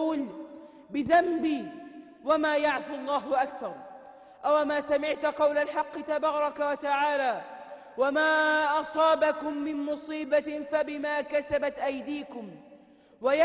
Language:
Arabic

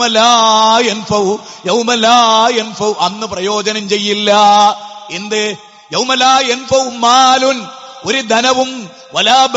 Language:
Malayalam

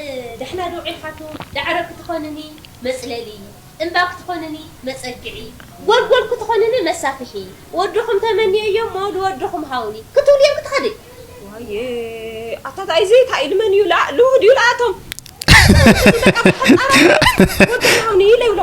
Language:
Tigrinya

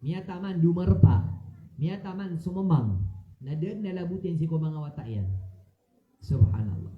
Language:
Maranao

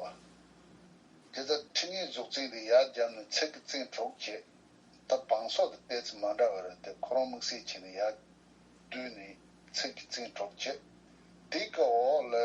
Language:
Tibetan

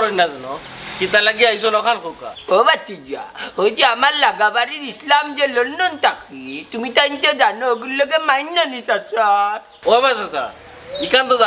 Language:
Sylheti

